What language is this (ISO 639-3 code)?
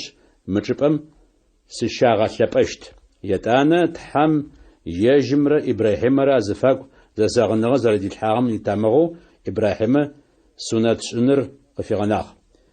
ady